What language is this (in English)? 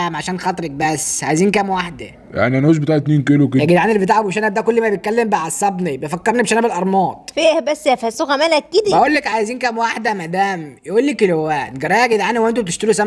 Egyptian Arabic